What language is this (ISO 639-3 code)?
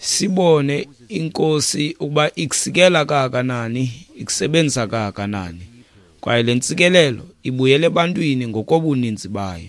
xho